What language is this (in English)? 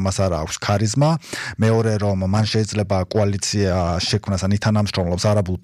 Georgian